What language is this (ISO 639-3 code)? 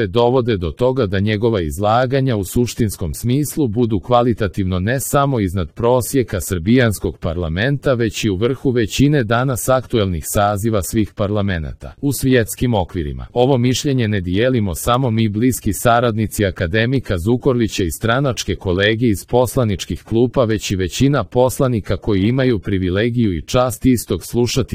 hrv